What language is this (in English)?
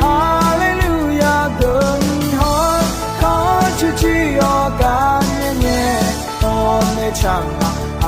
Akha